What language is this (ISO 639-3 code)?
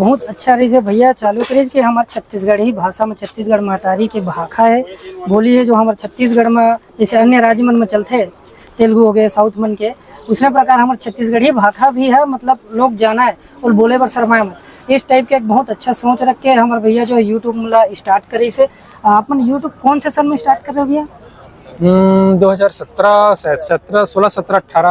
hne